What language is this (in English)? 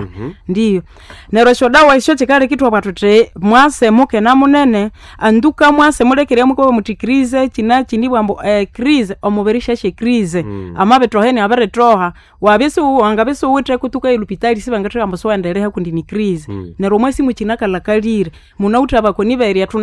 Nande